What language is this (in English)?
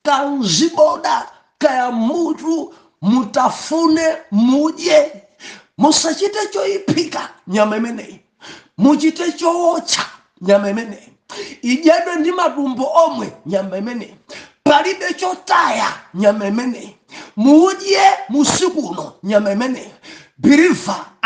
Nyanja